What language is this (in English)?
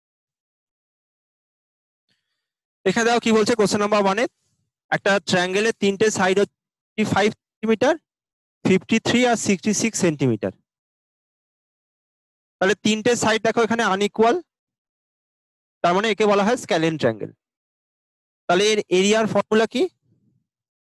Bangla